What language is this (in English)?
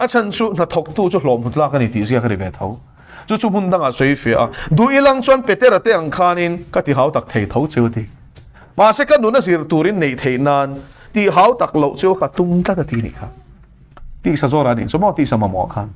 Mizo